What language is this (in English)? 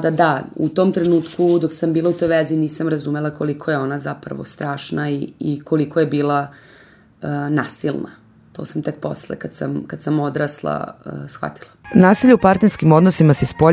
Serbian